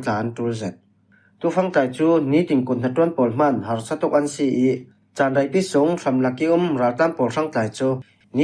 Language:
Falam Chin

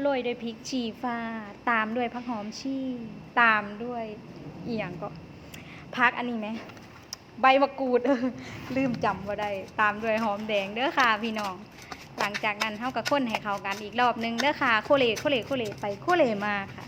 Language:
Northeastern Thai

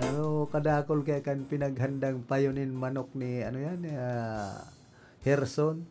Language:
Bikol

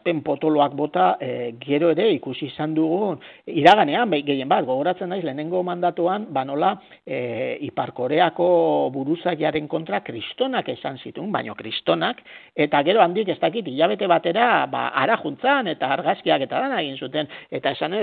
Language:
Basque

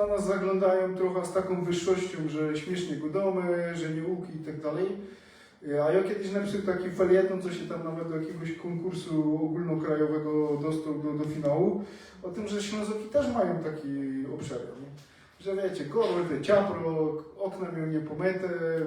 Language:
Silesian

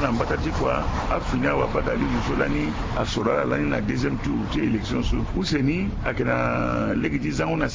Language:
Sango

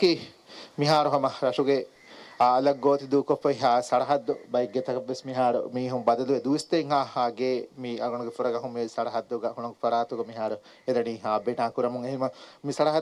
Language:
Divehi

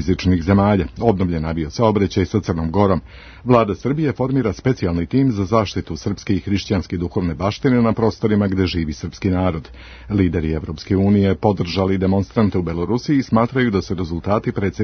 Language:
Serbian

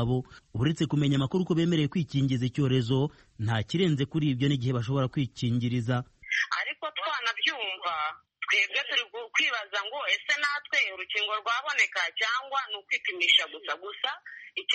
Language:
Kinyarwanda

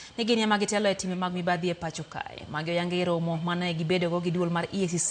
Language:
Luo (Kenya and Tanzania)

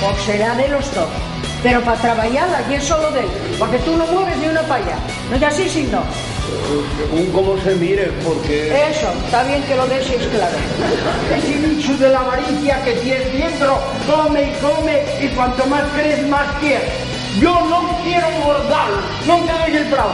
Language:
Asturian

